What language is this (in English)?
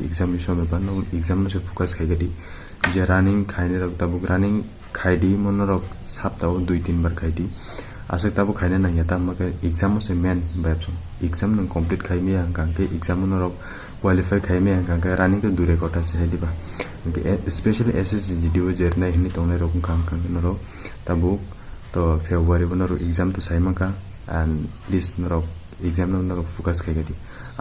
Kok Borok